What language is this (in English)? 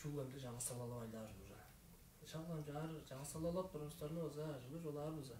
Tuvinian